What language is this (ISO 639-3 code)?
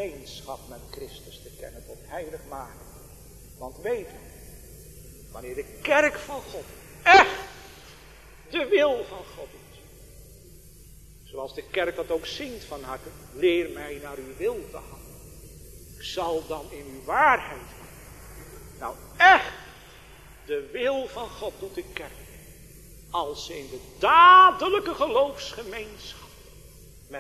nld